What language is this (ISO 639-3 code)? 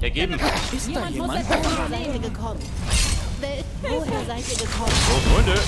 bar